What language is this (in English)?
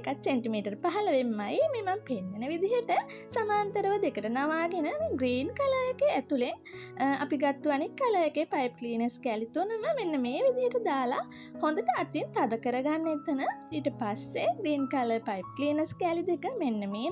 Sinhala